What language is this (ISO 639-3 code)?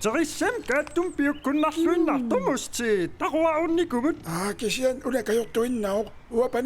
kal